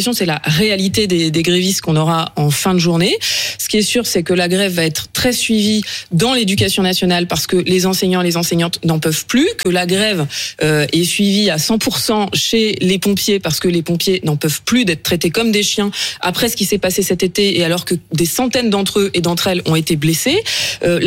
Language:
French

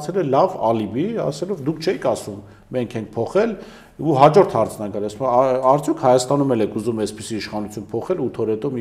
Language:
Armenian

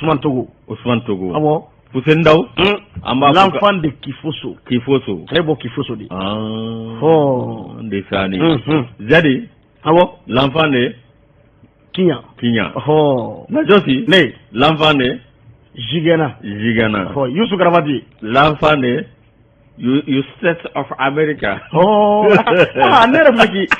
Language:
Bambara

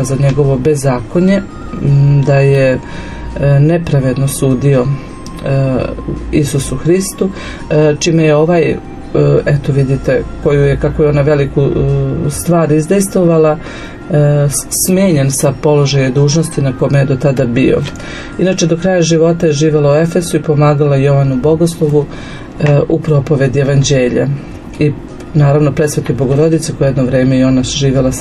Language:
Serbian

